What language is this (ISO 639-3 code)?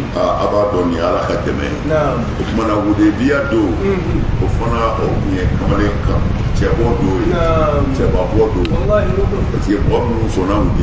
bam